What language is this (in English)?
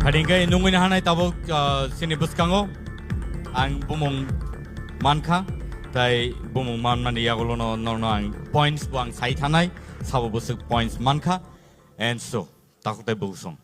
Kok Borok